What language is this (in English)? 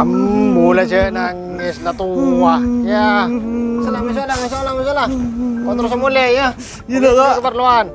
Madurese